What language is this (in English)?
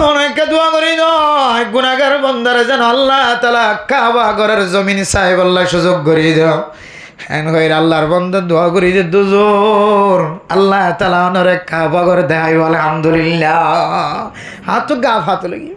Rohingya